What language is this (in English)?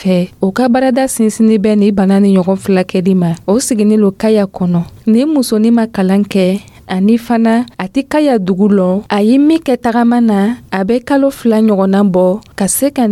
Dyula